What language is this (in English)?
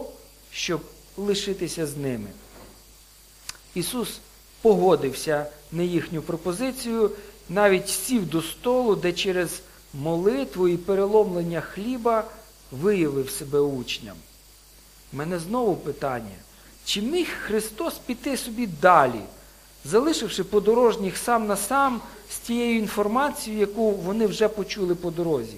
Ukrainian